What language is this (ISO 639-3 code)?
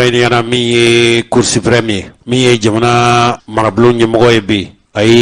bam